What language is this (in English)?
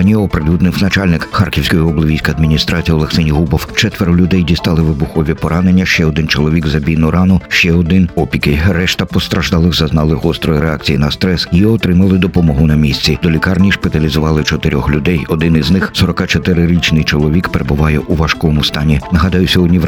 Ukrainian